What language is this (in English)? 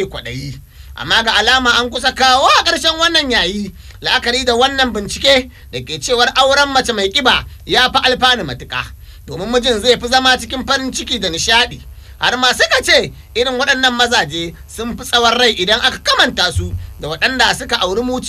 Hausa